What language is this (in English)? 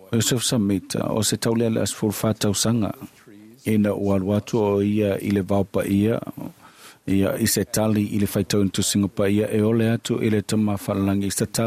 Samoan